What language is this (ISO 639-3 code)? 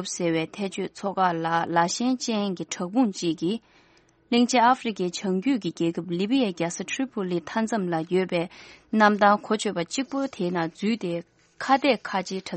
bod